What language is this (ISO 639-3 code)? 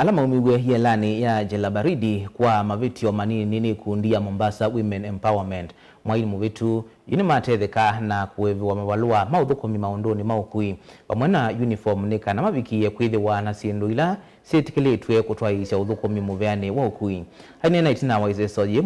kam